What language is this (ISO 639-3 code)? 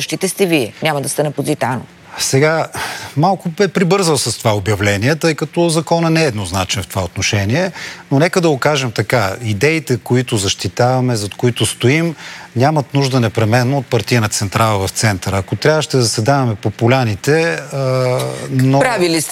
bul